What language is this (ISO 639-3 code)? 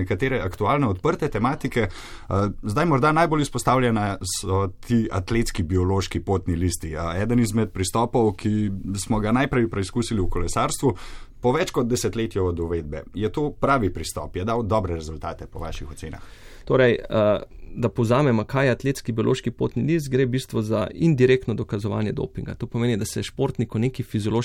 slv